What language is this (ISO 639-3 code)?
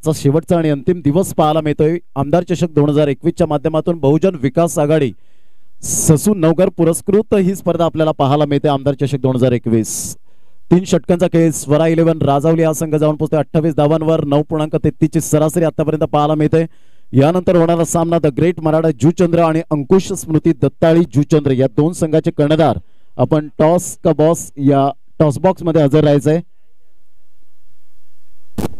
mar